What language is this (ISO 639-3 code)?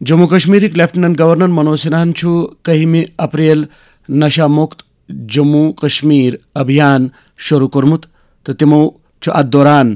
kas